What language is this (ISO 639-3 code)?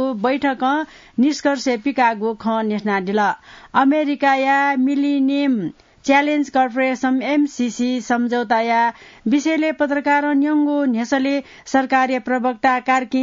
new